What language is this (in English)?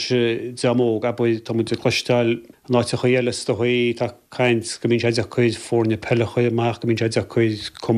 Irish